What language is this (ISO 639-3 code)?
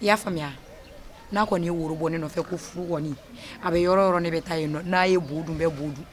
bam